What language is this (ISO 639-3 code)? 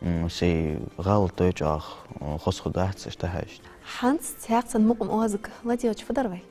inh